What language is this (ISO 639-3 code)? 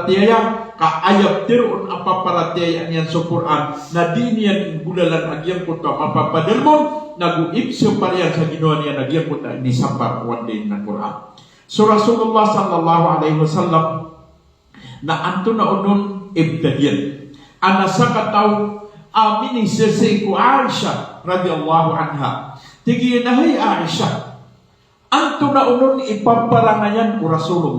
mrw